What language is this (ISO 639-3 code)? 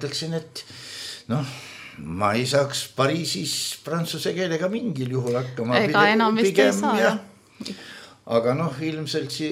est